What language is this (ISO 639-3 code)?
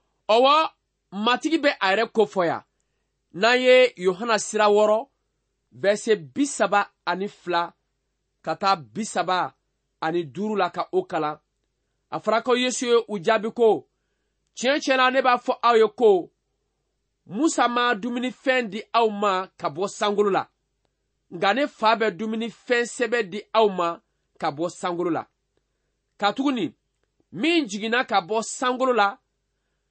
bam